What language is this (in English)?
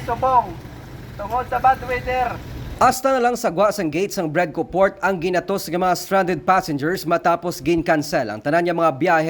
Hiligaynon